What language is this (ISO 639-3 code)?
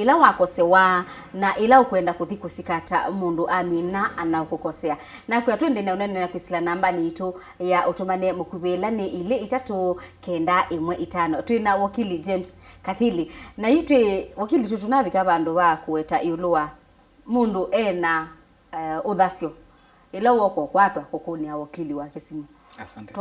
kam